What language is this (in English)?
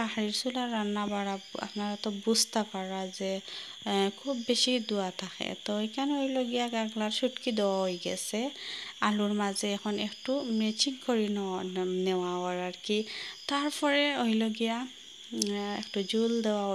Sylheti